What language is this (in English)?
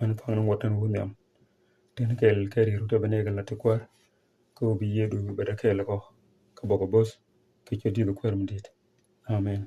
Nuer